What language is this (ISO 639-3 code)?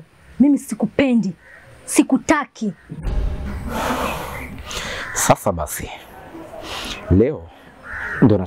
swa